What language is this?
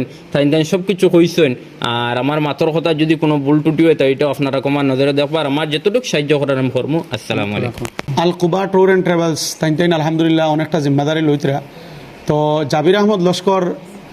Sylheti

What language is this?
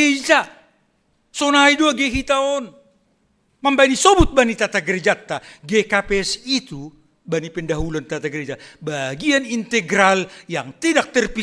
Batak Simalungun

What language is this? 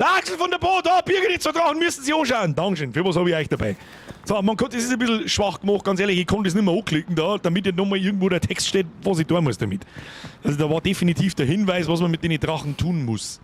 Bavarian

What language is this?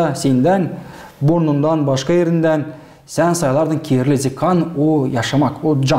Gagauz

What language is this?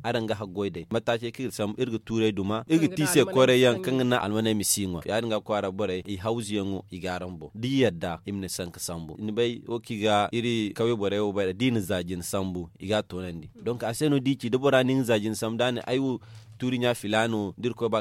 Zarma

